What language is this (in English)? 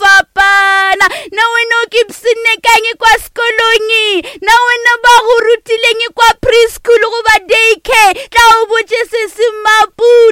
Northern Sotho